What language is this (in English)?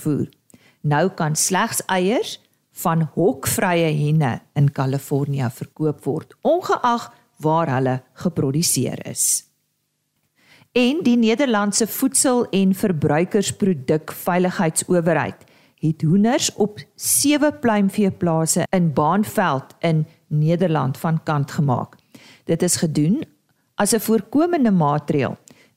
Afrikaans